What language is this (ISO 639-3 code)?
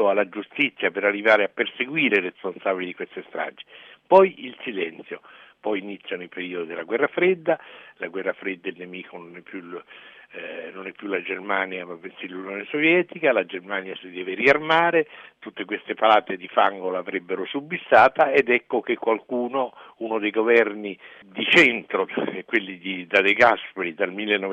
ita